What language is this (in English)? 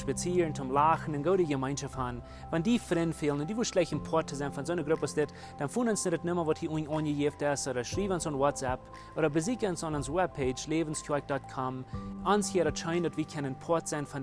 Plautdietsch